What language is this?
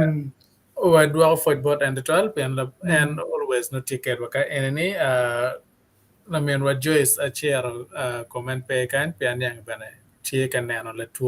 Acoli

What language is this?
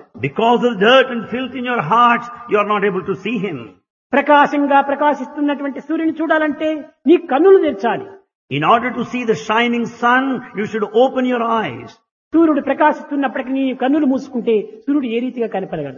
Telugu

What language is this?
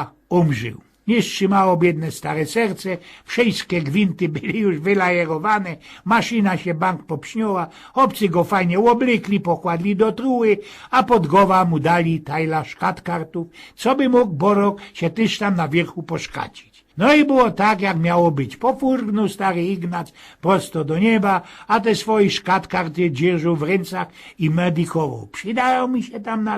Silesian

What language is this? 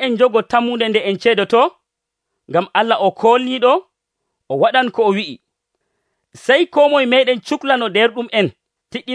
Nigerian Fulfulde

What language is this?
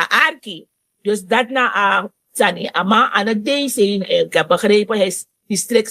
Sranan Tongo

